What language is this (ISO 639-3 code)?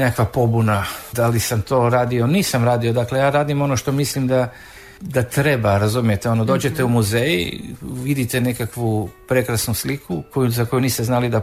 hrv